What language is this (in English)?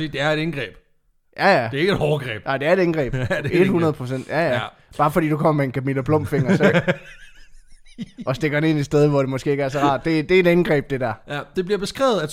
Danish